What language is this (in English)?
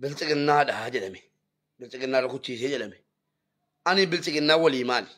Oromo